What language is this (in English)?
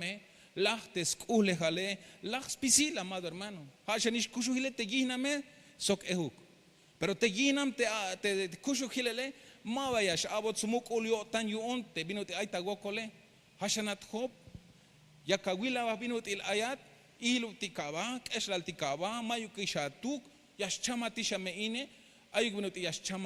Tzeltal